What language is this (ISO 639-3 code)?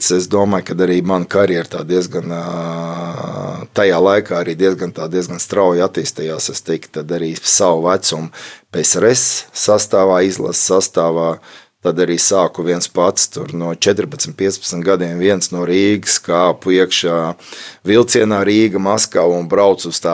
lav